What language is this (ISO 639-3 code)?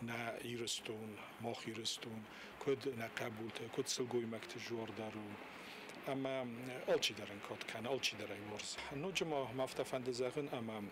oss